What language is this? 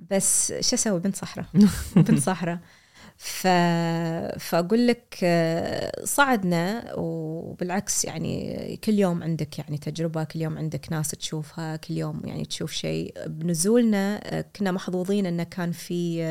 Gulf Arabic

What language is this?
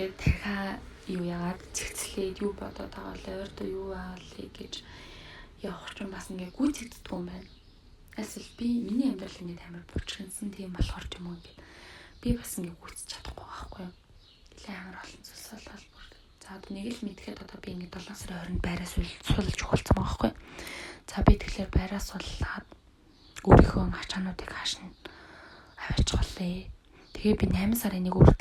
Mongolian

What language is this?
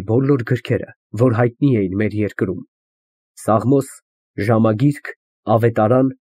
Armenian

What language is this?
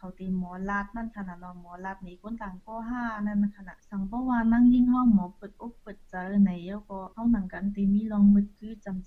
Shan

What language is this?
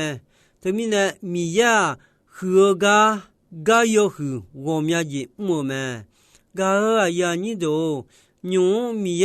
Akha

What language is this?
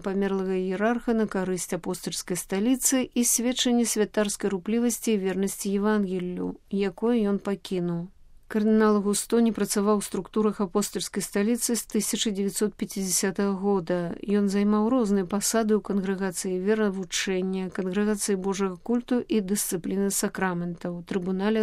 Belarusian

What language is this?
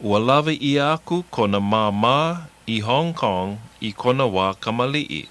Hawaiian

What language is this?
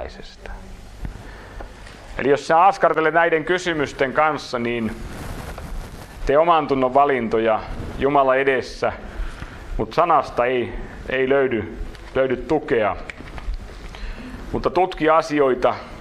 Finnish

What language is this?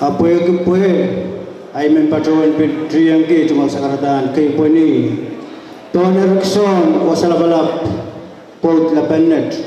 Pohnpeian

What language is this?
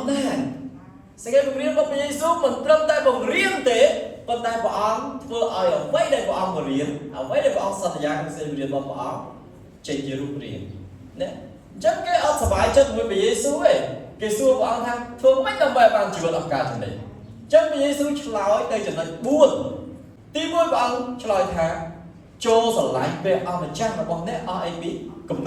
Khmer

